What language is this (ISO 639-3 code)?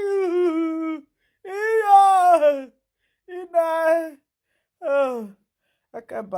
pcm